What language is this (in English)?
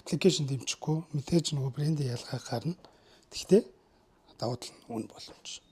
Mongolian